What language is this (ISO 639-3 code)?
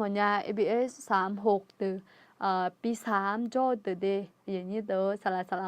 ahk